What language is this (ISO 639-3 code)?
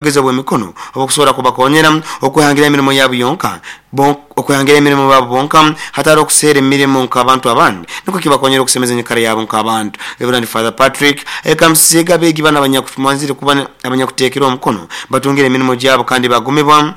nyo